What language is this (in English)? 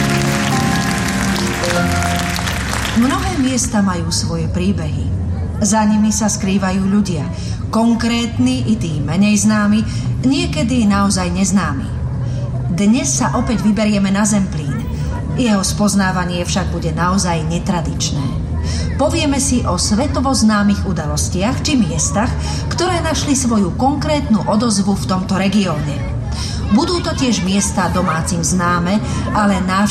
Slovak